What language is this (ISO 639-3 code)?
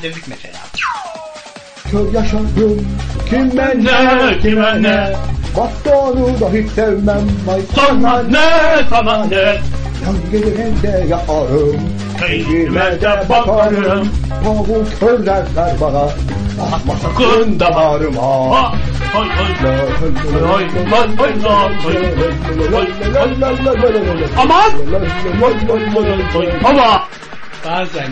tur